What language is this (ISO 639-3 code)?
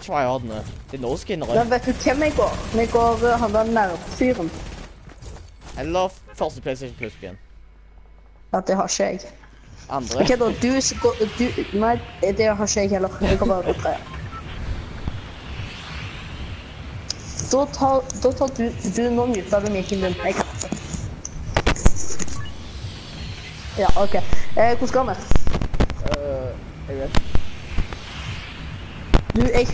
nor